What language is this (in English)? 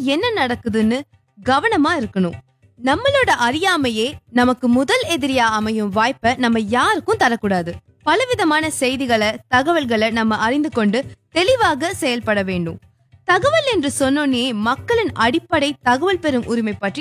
Tamil